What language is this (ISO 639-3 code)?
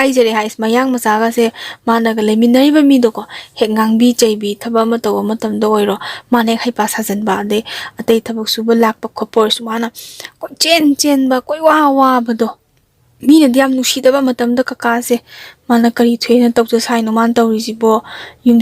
mni